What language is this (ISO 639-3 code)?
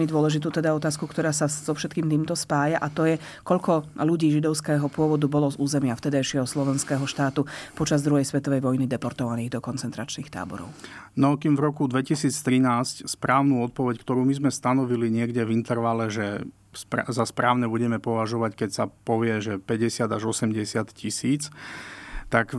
slk